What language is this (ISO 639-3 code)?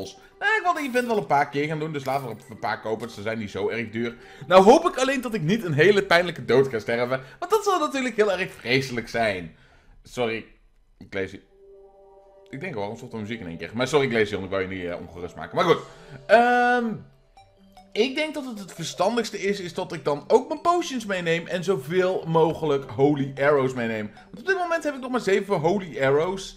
nld